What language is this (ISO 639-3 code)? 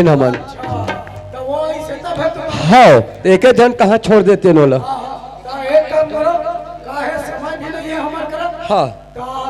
hne